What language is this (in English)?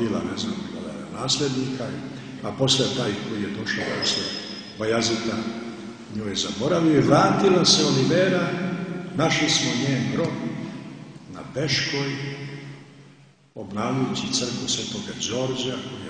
Serbian